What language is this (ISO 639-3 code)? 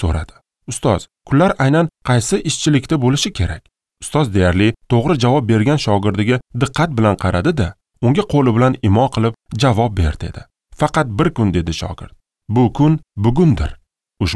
uzb